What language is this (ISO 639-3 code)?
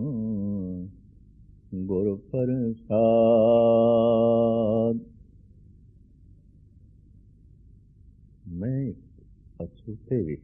pan